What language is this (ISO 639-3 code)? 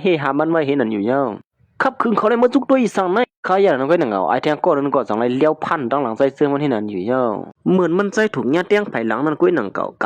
shn